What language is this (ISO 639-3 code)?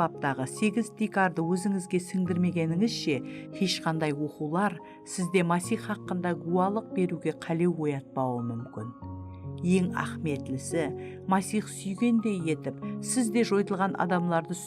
kaa